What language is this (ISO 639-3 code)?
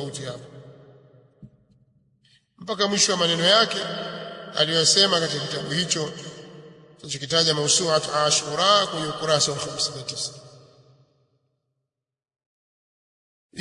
swa